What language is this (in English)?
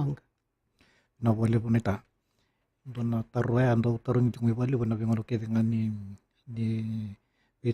Fijian